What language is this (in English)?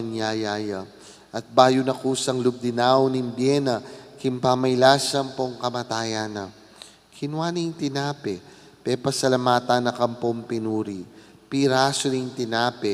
Pampanga